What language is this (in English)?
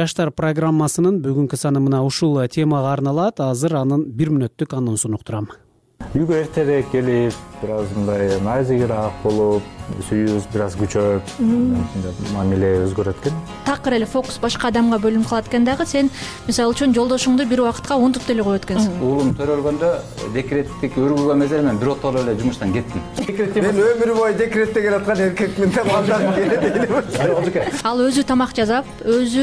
Kyrgyz